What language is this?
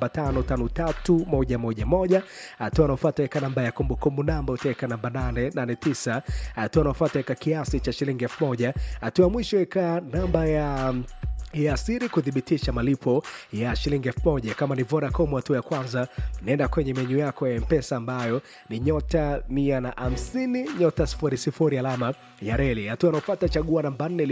Swahili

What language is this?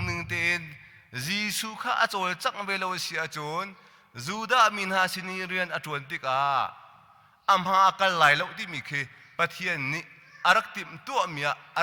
Hakha Chin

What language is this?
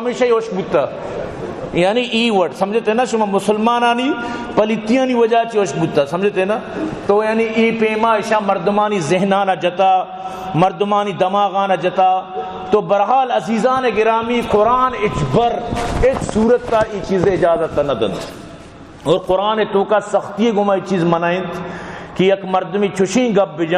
Baluchi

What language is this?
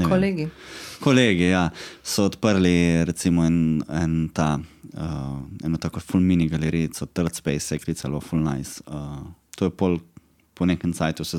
Slovenian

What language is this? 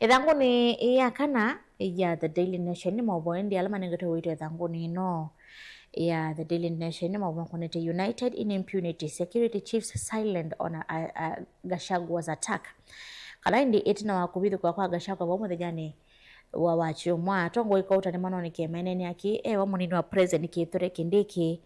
Kamba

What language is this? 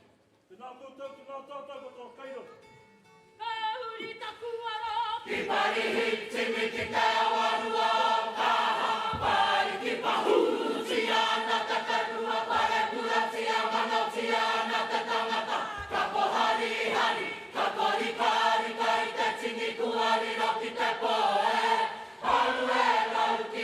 Māori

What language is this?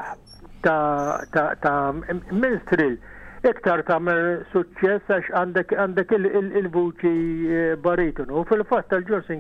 Maltese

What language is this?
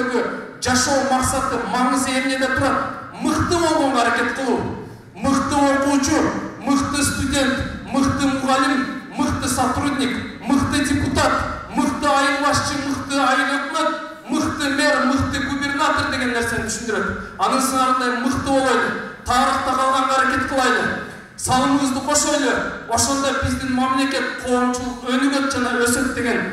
Kyrgyz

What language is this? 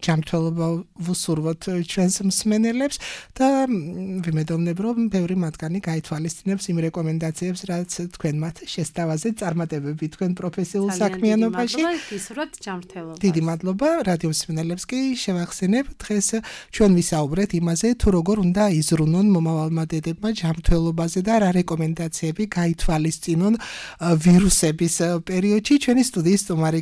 Georgian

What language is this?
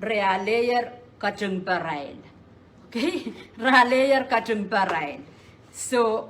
Pohnpeian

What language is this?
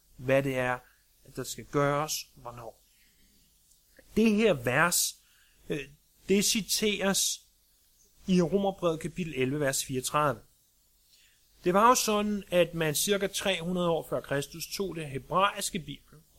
Danish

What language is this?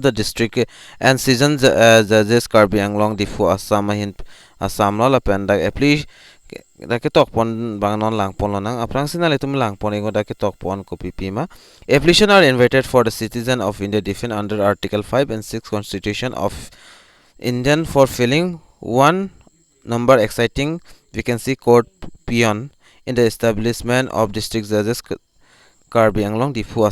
Karbi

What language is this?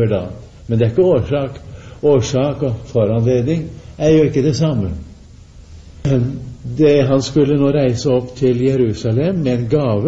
Norwegian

